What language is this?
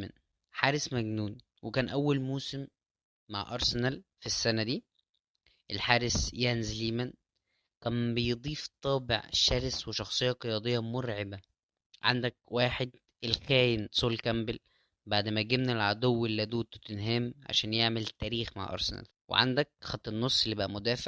Egyptian Arabic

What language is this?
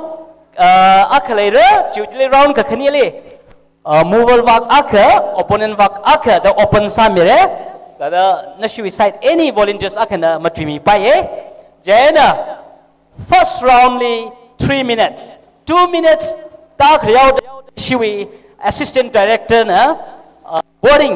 Tangkhul Naga (India)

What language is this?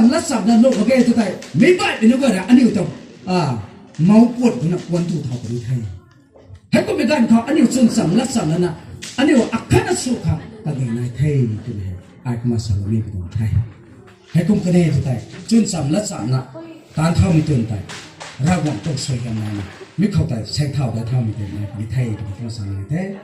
Rongmei Naga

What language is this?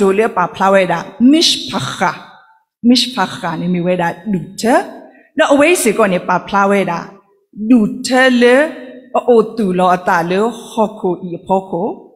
S'gaw Karen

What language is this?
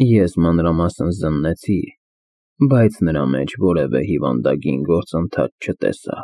Armenian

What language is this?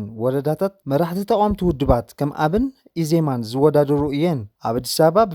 Tigrinya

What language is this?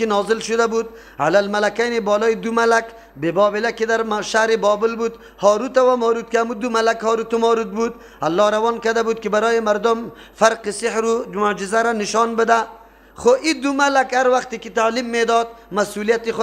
Persian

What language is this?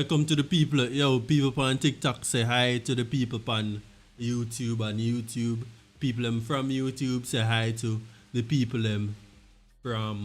Jamaican Creole English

